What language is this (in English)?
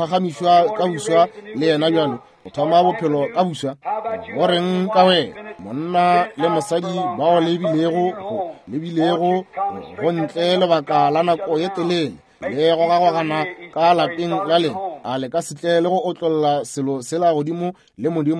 Northern Sotho